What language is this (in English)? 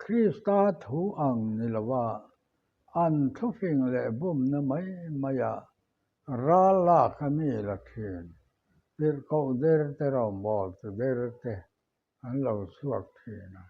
Mizo